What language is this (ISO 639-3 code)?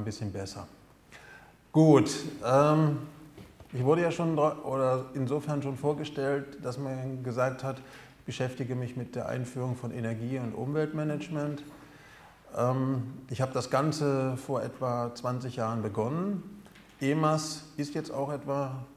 deu